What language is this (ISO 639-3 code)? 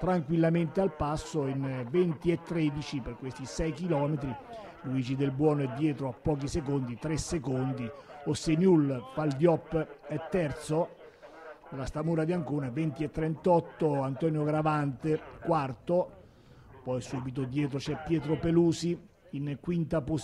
ita